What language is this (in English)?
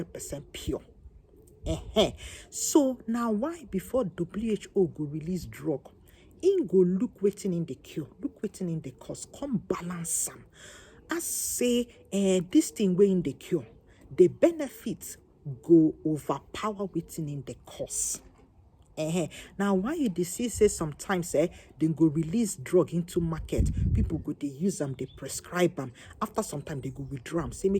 Nigerian Pidgin